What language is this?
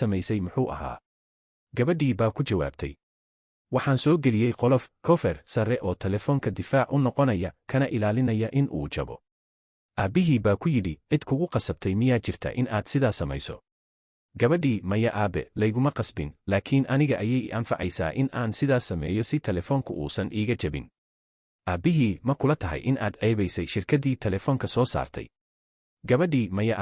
Somali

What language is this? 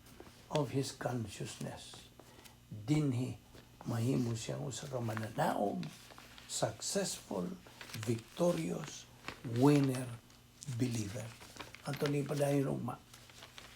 Cebuano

